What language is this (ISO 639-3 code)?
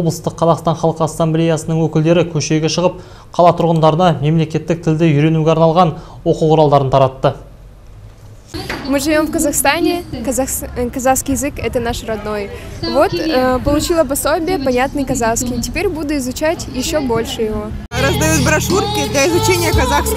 kaz